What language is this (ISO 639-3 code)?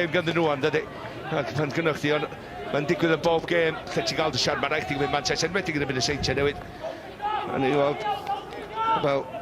cym